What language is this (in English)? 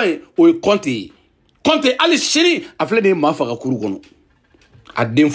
Bambara